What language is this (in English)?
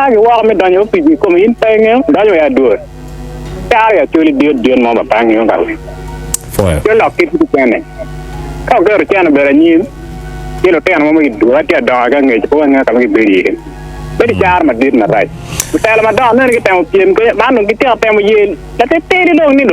Acoli